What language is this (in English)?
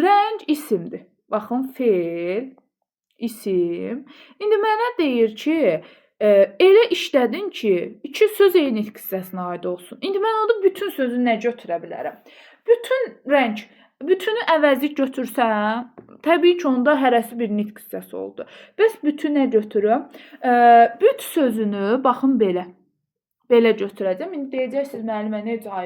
Azerbaijani